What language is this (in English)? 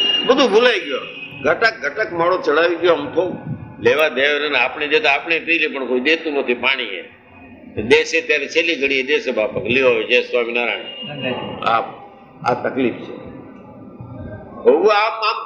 Gujarati